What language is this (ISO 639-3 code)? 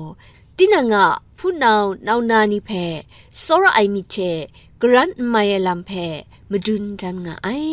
kac